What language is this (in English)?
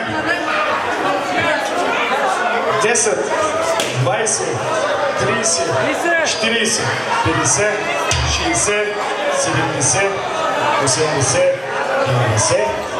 Bulgarian